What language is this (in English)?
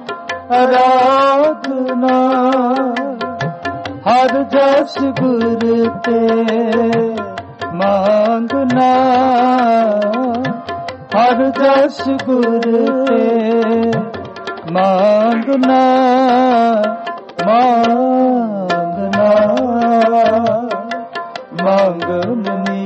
Punjabi